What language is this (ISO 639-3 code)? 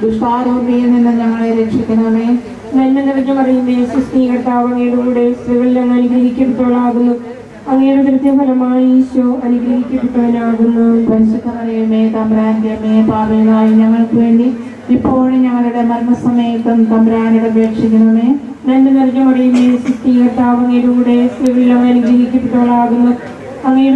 mal